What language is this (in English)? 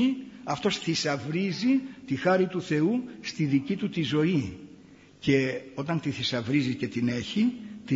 Greek